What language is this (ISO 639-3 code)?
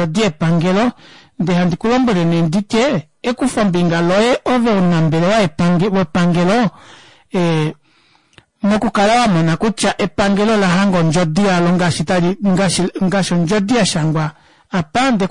kua